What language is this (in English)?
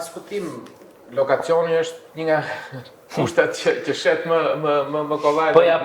Albanian